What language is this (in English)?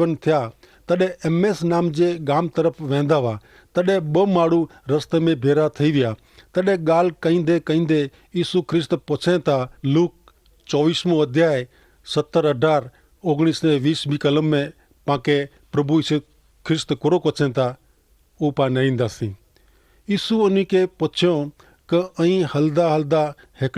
Kachhi